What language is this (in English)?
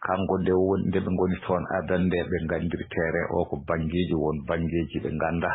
Fula